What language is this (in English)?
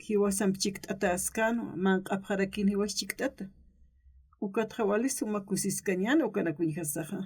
Aymara